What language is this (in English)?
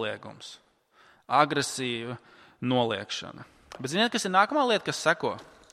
Latvian